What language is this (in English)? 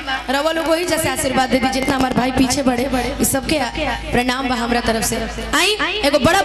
Bhojpuri